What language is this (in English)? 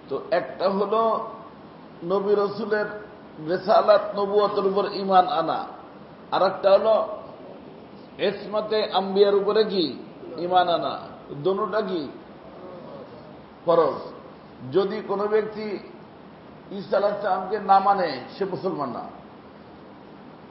Bangla